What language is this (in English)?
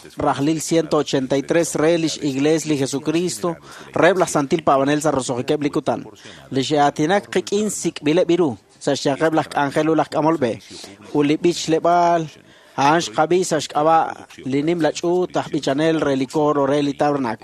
Kekchí